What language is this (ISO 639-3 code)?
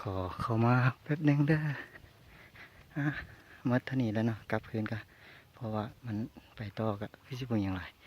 lao